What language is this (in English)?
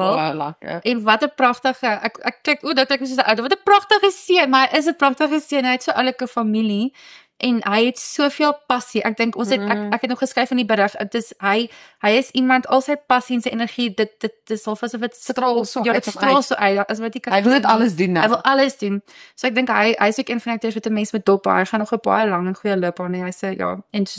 Afrikaans